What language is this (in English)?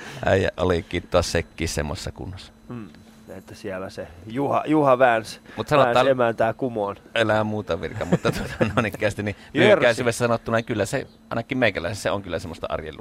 Finnish